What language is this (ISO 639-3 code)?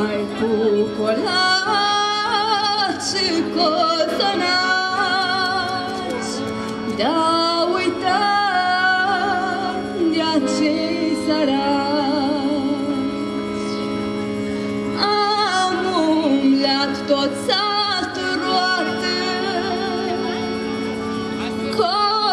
ron